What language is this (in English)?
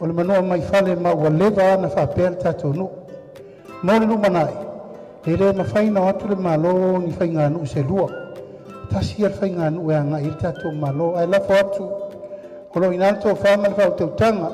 Samoan